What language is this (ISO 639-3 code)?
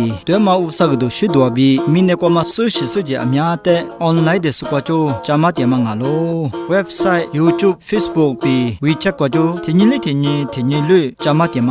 lis